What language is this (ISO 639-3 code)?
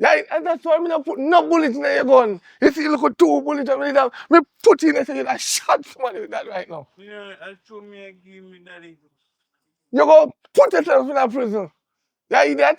jam